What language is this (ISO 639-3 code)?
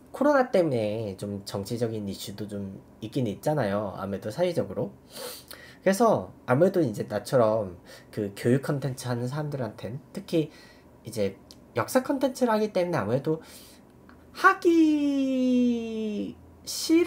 kor